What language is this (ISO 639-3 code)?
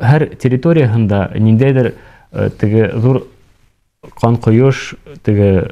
bak